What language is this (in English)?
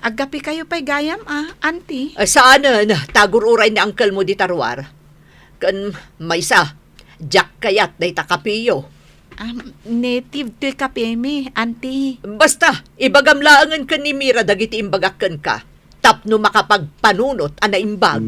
Iloko